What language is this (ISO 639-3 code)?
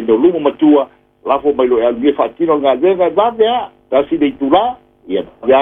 smo